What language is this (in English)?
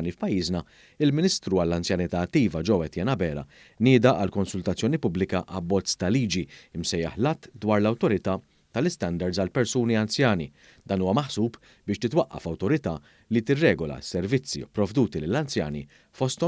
Maltese